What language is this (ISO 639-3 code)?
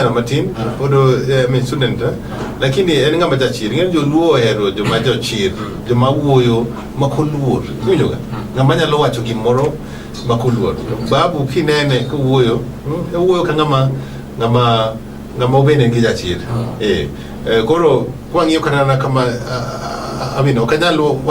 luo